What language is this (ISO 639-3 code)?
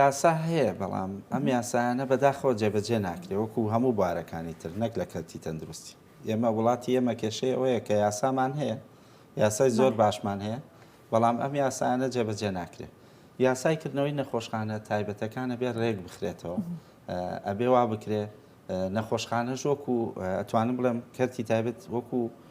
ckb